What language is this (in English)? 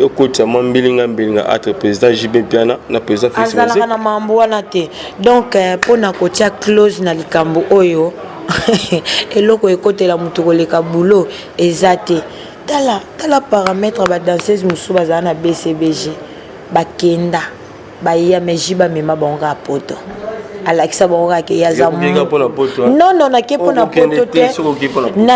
Lingala